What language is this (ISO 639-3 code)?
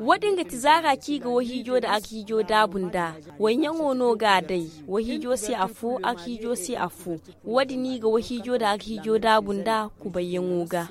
dje